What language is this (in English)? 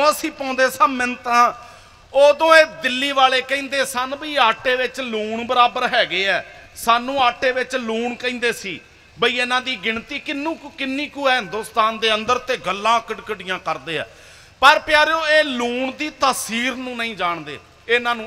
Punjabi